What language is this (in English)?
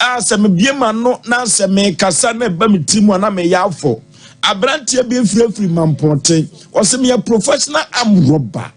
Akan